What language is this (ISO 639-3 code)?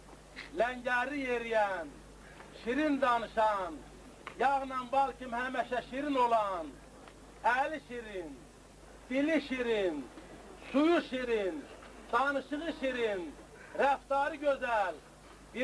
azb